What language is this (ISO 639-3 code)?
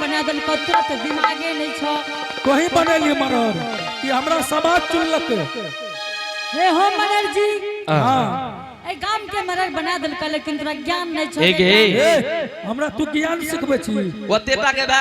anp